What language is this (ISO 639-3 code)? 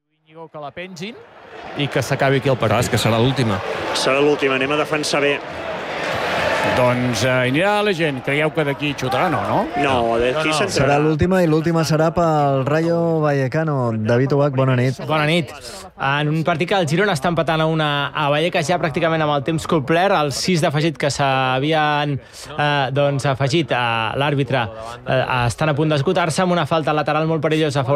cat